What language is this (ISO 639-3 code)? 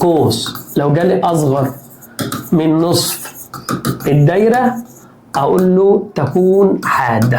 arz